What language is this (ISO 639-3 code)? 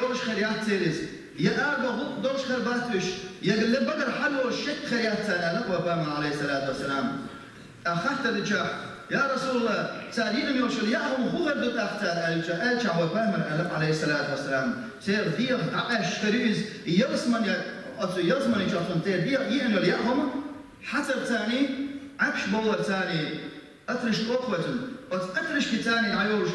che